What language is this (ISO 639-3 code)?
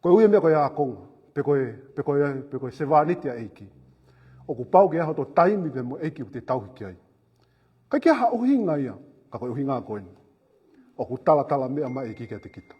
ton